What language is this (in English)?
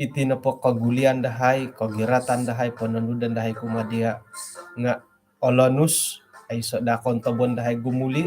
Central Dusun